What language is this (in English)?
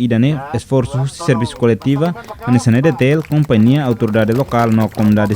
Tetum